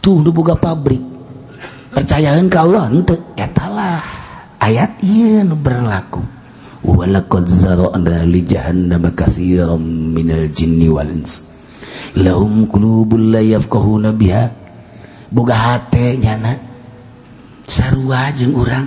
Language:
Sundanese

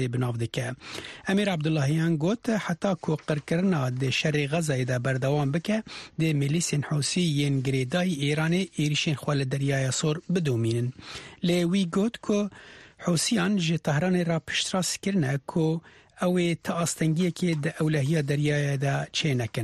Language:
Kurdish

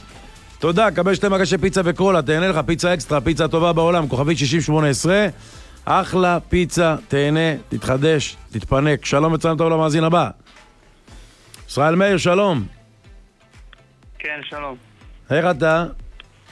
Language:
Hebrew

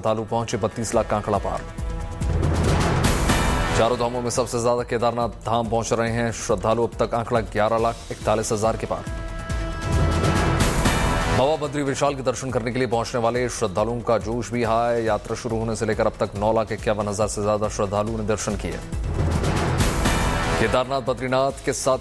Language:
Hindi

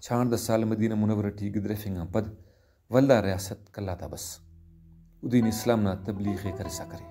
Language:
Brahui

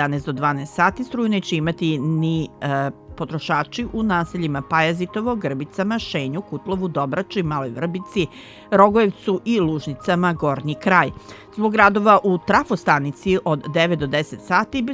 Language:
Serbian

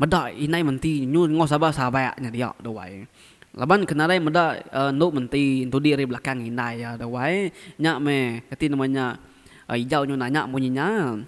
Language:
Iban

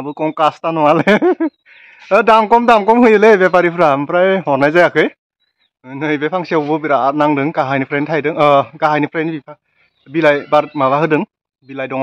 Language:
Bodo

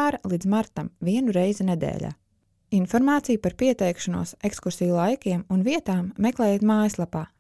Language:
Latvian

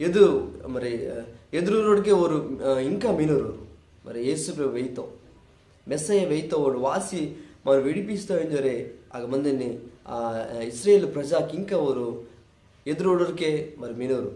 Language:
Koya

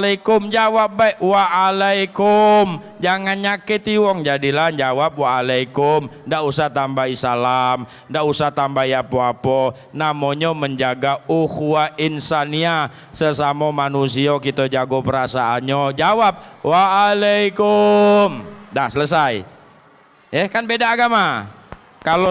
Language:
Musi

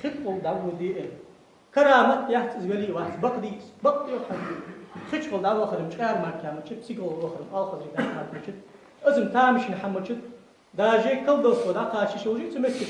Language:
Ingush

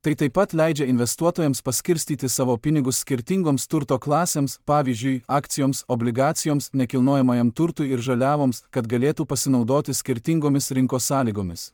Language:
Lithuanian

